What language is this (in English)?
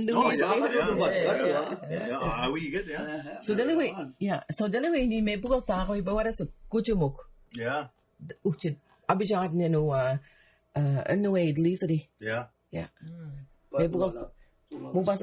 Mi'kmaw